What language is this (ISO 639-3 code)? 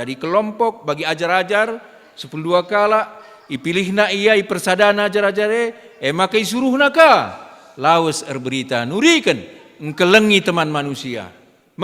btx